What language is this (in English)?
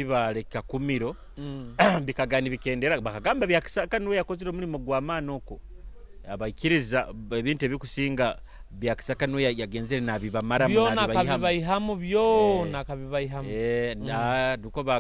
Nyoro